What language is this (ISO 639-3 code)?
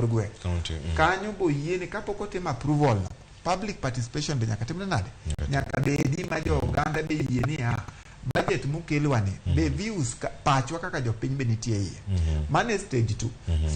luo